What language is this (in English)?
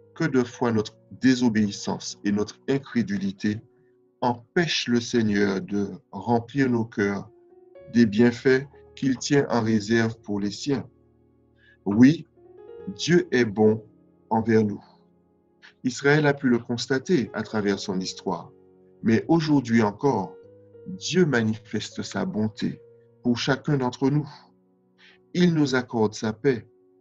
French